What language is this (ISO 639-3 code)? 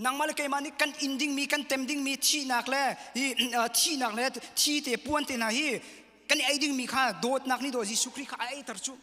cnh